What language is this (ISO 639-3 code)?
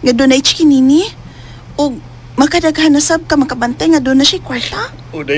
ceb